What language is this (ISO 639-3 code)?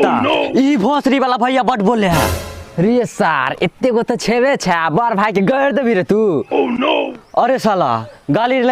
mai